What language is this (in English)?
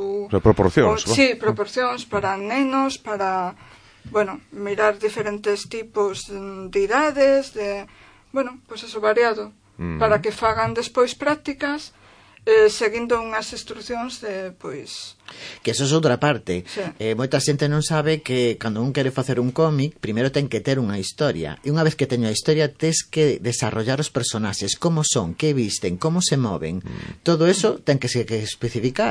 Galician